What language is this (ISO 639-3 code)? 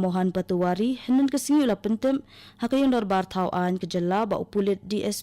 kha